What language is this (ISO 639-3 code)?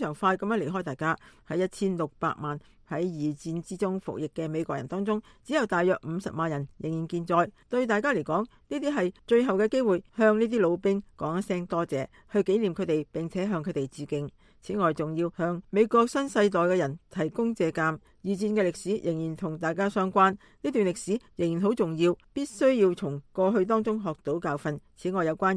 yue